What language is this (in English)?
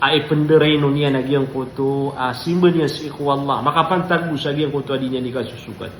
Maranao